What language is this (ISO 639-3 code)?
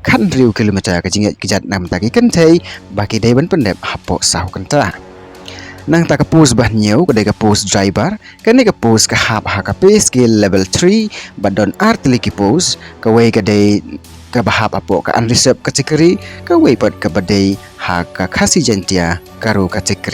kha